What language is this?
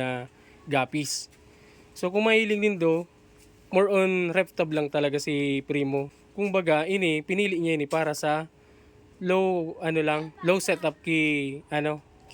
Bikol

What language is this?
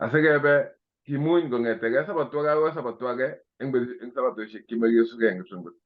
Kalenjin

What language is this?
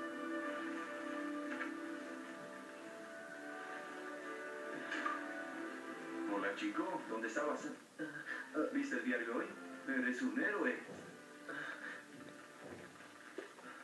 Spanish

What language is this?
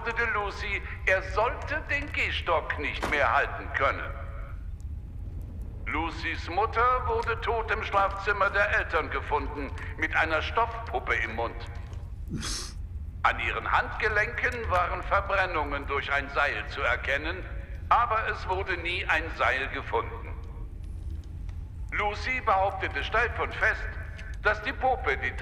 German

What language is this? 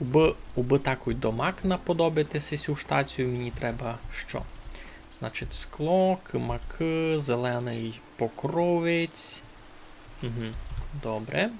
Rusyn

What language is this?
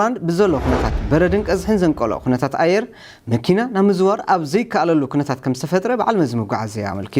Tigrinya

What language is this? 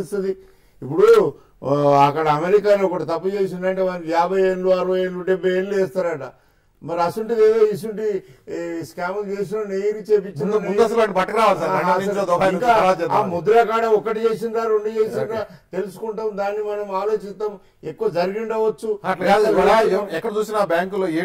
Telugu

